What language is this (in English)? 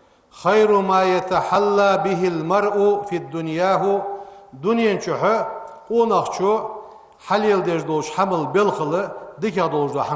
Ingush